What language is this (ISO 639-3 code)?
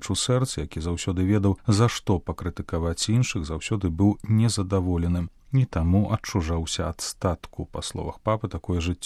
bel